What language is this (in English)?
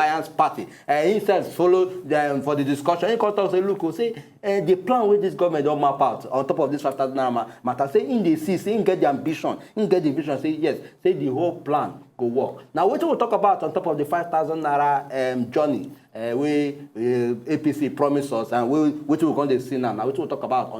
Nigerian Pidgin